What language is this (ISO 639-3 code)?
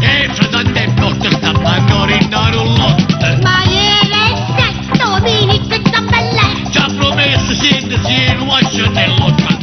nap